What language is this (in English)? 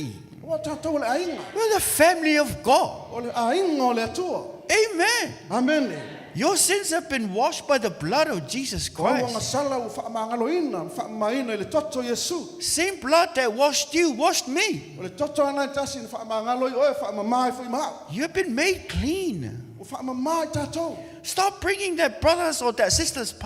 Samoan